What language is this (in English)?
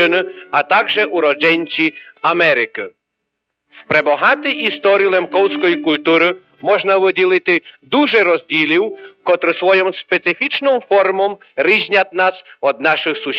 Rusyn